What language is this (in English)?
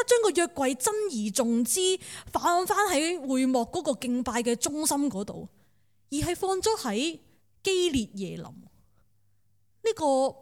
Cantonese